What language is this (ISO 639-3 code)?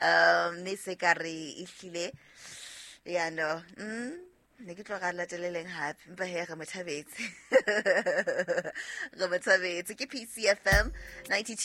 sot